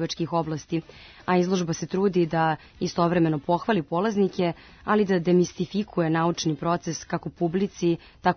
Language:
Serbian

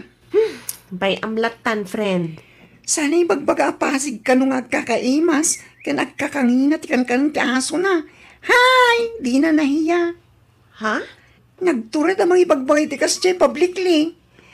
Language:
Iloko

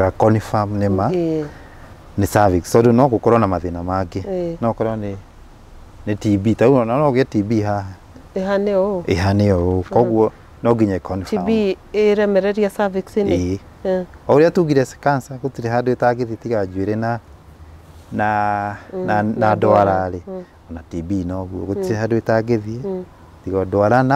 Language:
Kikuyu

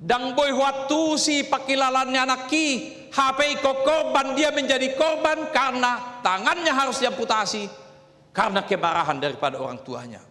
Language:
Batak Toba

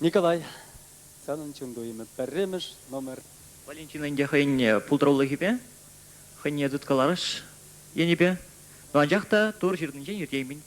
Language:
Chuvash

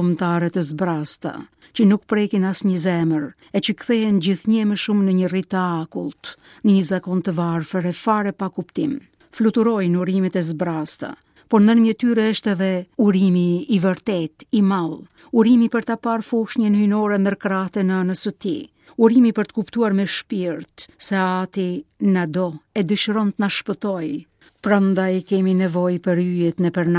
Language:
Albanian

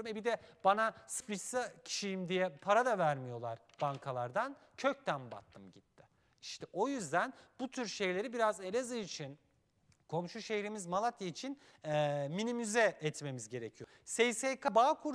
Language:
Turkish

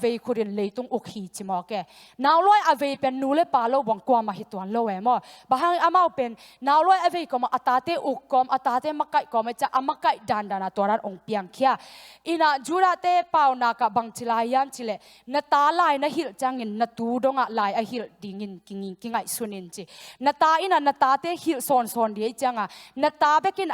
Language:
Tedim Chin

